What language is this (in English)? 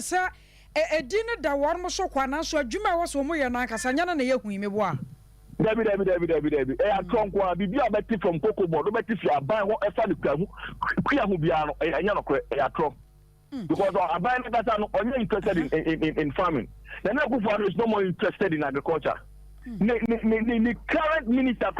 Akan